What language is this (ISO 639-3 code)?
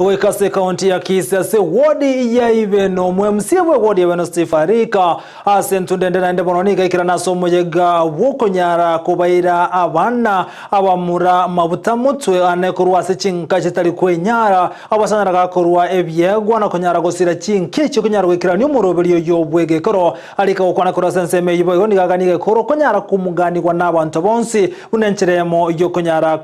guz